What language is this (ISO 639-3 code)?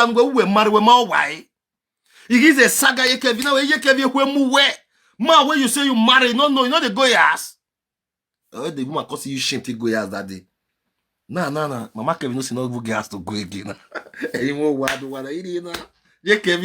pcm